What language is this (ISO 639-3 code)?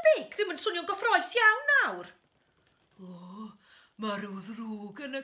cym